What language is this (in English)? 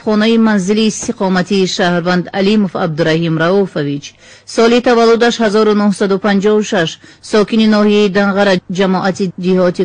Tajik